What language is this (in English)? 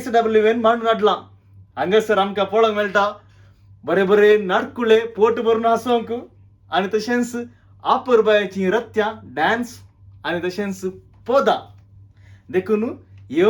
Konkani